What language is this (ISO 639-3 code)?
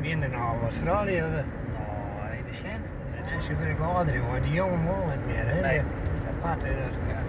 fry